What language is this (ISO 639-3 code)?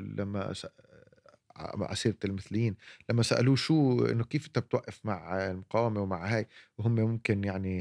apc